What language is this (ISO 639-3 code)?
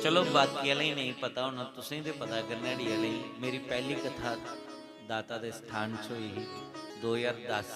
doi